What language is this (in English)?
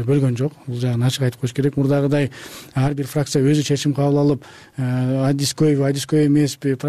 Kyrgyz